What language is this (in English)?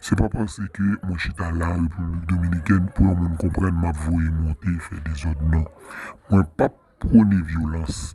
Haitian Creole